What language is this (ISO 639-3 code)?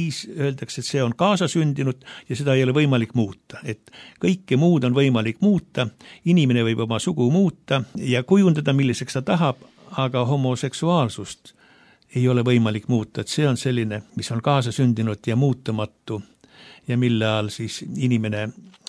est